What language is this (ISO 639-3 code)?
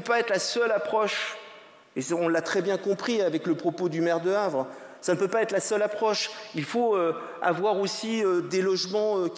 fra